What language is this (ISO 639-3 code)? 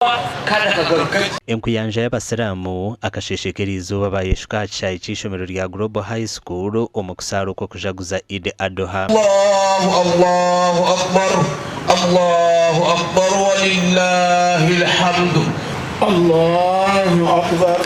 nyn